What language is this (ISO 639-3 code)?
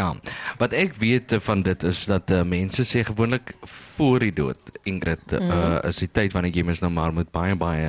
afr